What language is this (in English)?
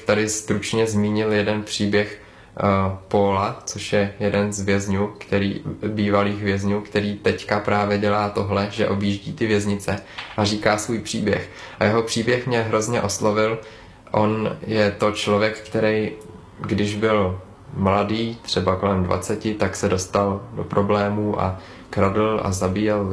Czech